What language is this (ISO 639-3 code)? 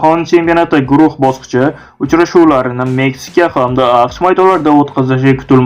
uzb